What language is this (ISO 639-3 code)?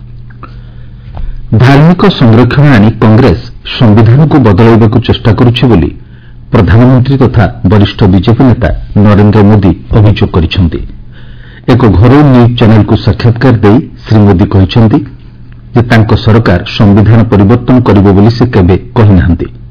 ori